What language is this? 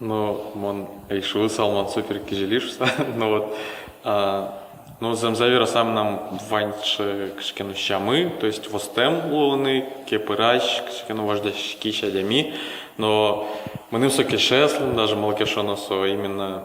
Udmurt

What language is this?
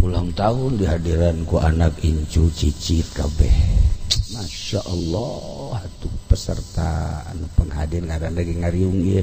Sundanese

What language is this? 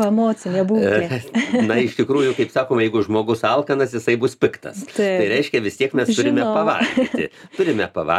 Lithuanian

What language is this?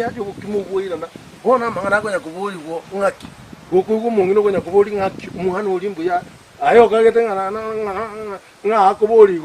Gusii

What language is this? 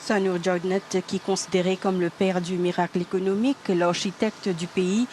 Morisyen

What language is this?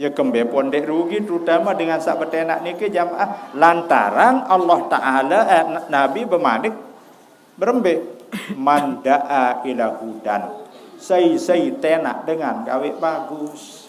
Sasak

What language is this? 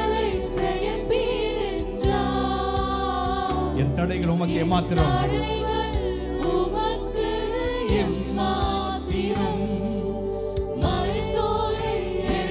Tamil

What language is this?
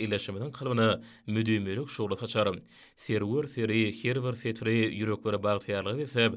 Turkmen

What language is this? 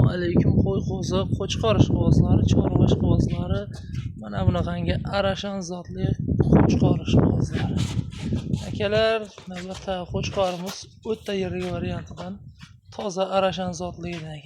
Uzbek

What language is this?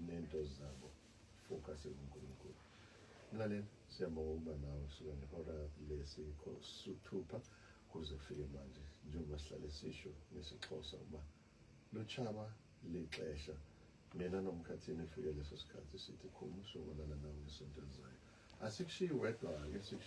Zulu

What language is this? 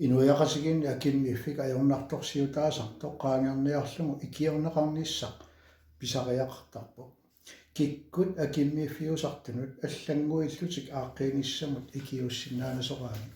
Kalaallisut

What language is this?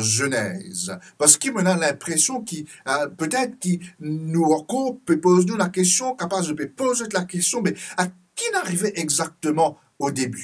Morisyen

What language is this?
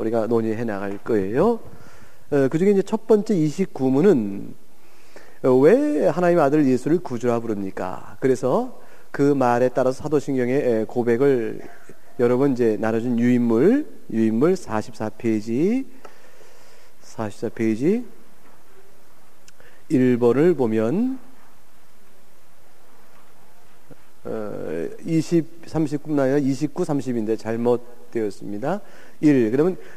Korean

